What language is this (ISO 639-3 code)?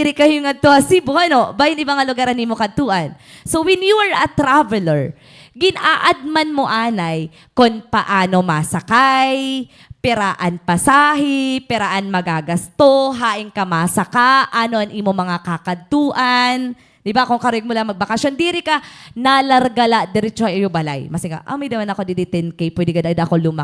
war